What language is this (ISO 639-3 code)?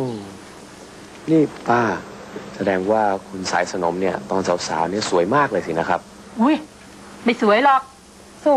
tha